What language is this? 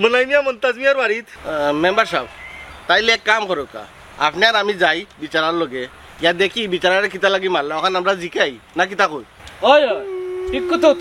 Sylheti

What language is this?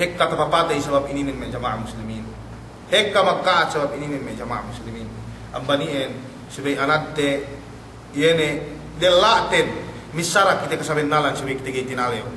Yakan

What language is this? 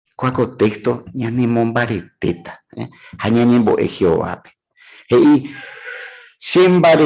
Guarani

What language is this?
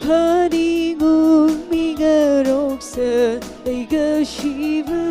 Tangkhul Naga (India)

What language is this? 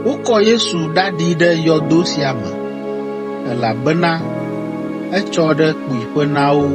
Ewe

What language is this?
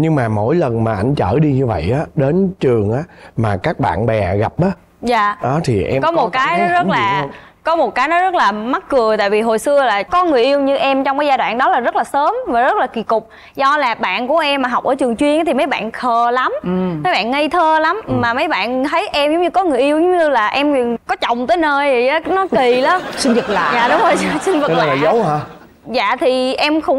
Vietnamese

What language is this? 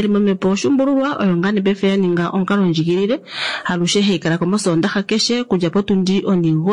Kuanyama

